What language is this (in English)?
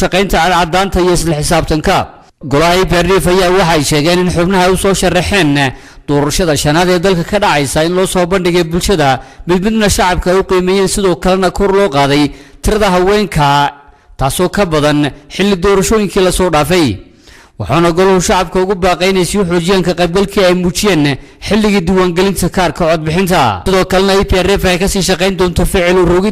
Somali